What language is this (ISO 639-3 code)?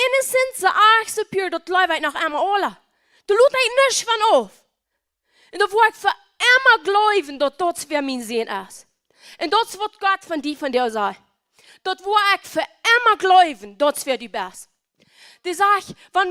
pdt